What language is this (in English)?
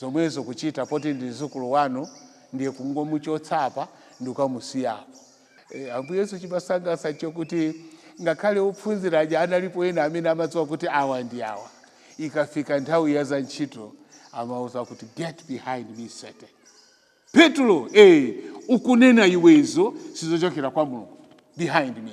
Nyanja